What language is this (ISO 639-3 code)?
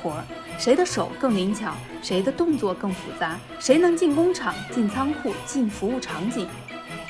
zho